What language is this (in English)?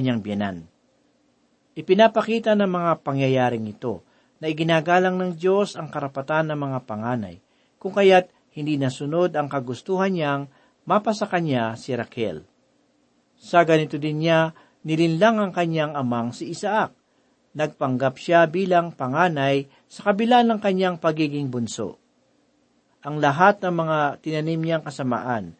Filipino